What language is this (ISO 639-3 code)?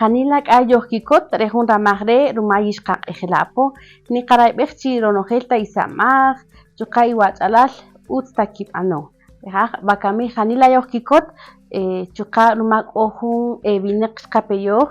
cak